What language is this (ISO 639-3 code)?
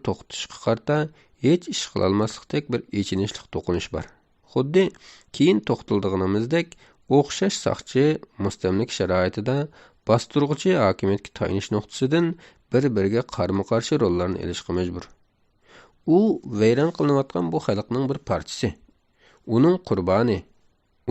uig